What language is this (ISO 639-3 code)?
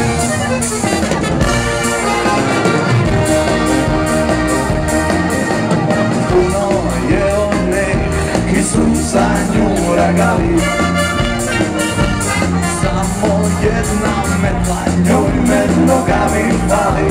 hrv